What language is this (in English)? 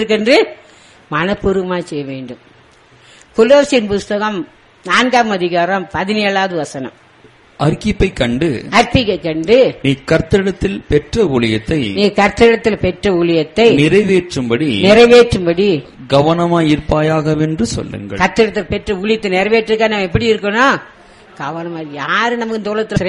Tamil